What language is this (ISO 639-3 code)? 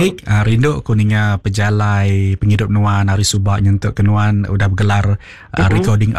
iba